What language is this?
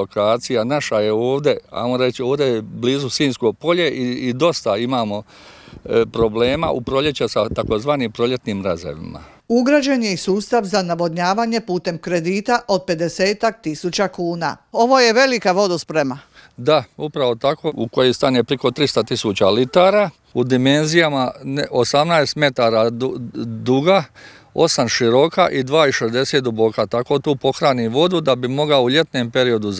Croatian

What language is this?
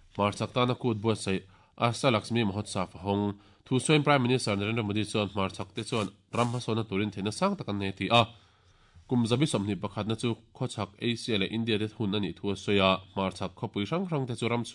Mizo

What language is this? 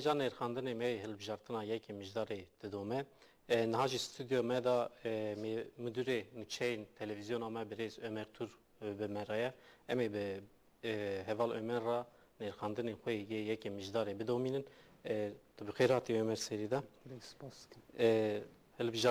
Kurdish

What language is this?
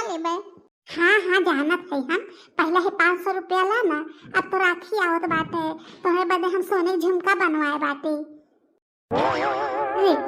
Bhojpuri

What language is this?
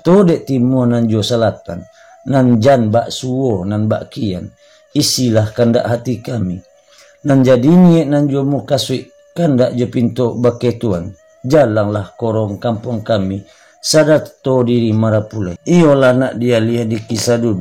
Minangkabau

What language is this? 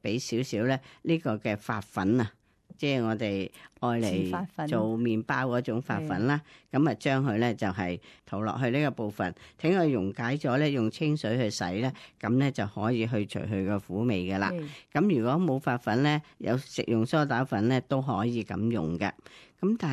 Cantonese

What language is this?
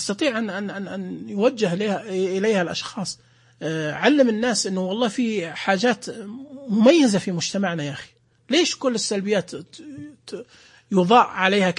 Najdi Arabic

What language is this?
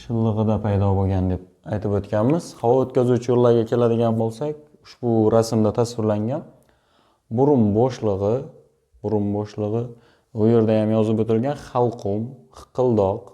Uzbek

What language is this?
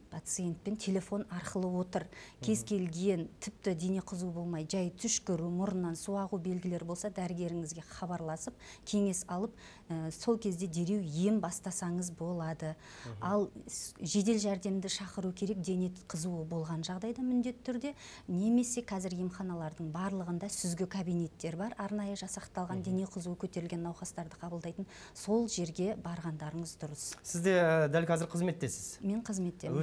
Kazakh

